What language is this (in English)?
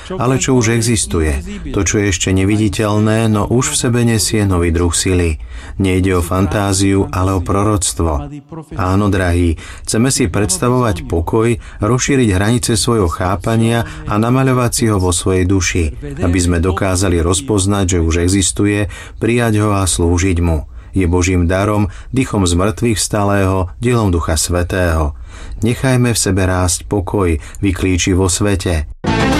Slovak